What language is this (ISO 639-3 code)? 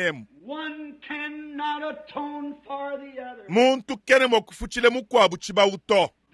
lua